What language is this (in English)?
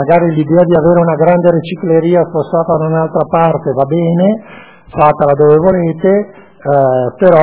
Italian